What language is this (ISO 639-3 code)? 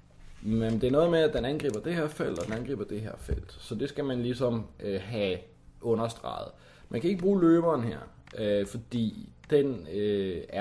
dan